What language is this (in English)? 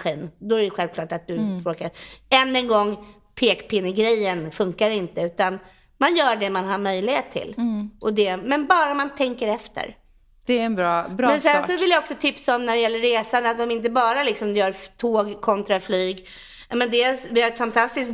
Swedish